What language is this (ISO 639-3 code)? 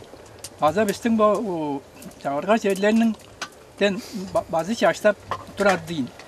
tyv